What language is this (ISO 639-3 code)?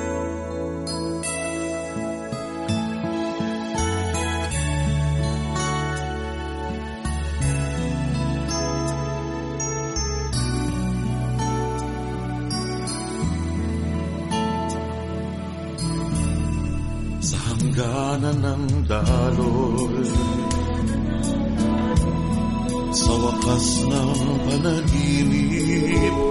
fil